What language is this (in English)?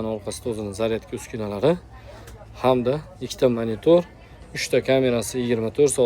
Uzbek